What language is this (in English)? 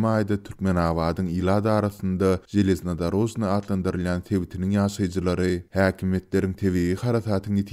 Turkmen